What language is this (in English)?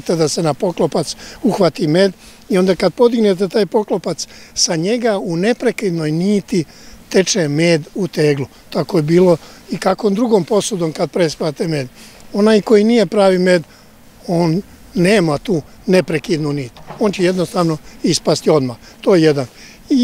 Serbian